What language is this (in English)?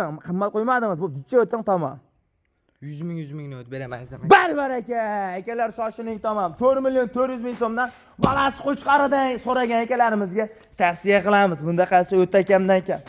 Uzbek